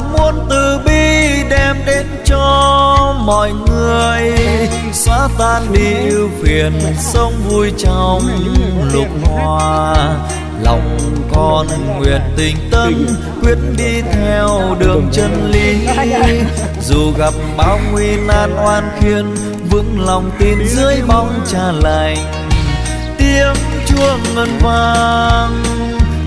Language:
Vietnamese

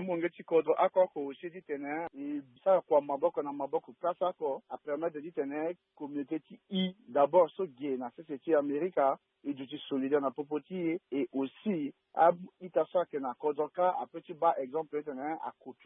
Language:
Sango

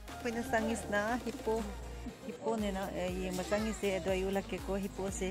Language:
Manipuri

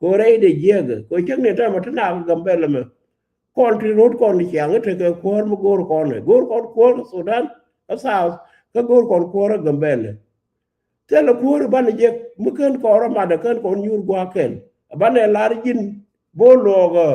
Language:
Nuer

